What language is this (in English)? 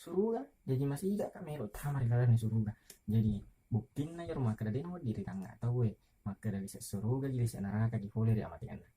Buginese